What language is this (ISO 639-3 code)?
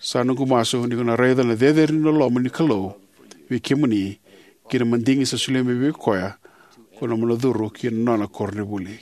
fij